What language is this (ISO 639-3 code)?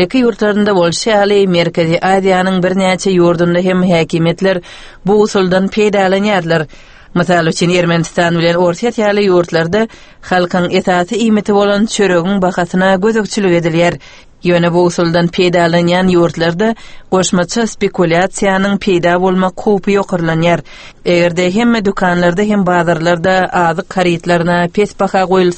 tuk